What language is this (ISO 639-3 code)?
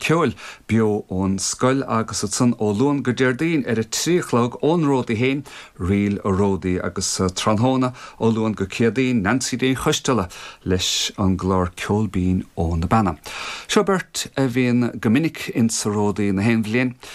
gle